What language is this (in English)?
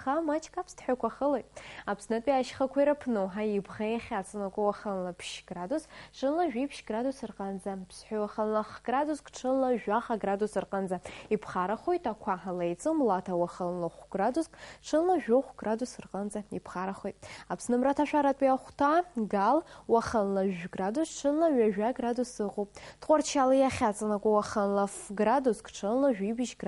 Abkhazian